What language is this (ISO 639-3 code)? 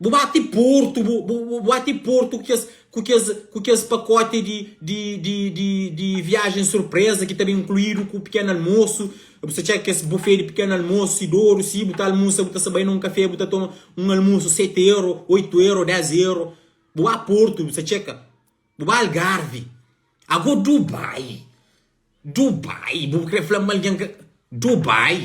kea